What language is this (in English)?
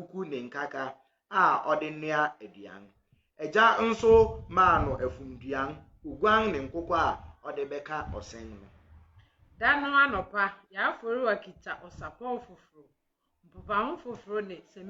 Akan